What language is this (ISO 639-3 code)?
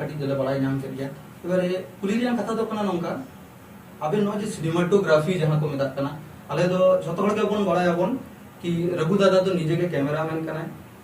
sat